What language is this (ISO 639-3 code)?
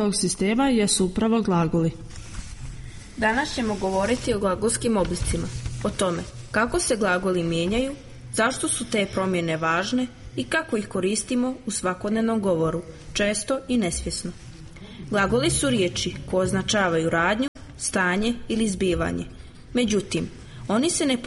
srp